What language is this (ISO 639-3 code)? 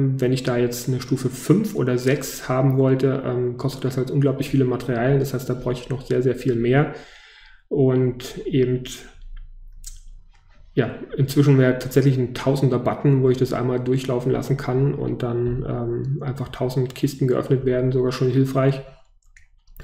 deu